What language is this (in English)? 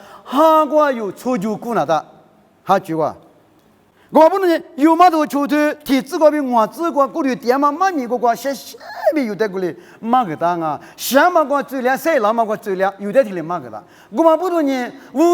Lisu